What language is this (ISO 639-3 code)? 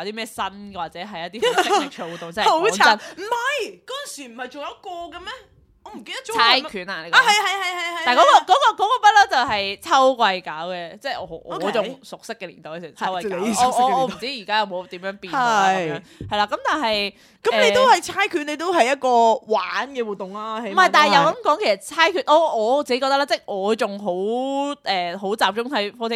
yue